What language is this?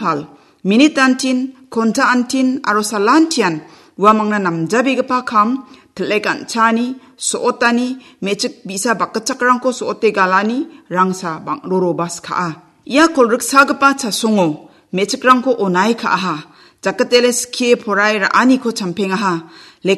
Garo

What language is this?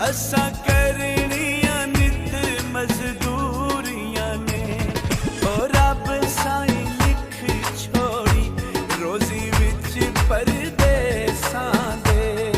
Pahari-Potwari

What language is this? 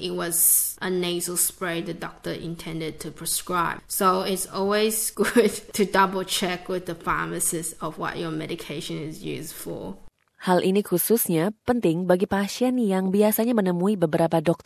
Indonesian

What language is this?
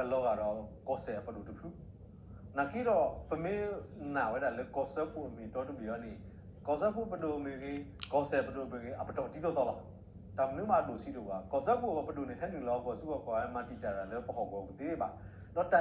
S'gaw Karen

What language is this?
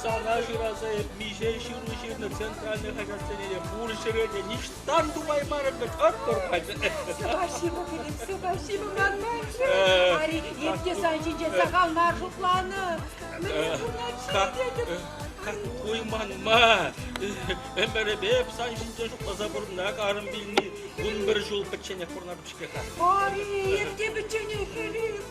Chuvash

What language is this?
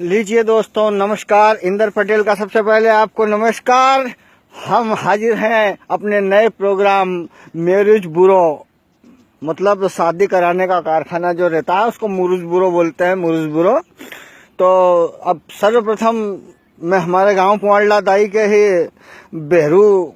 Rajasthani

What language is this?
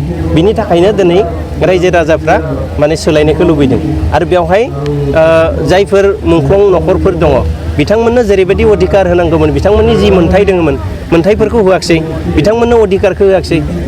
Bodo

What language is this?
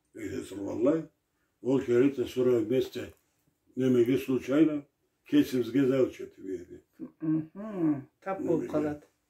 Karachay-Balkar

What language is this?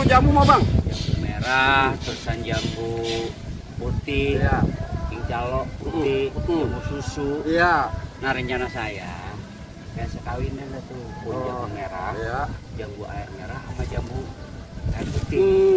Betawi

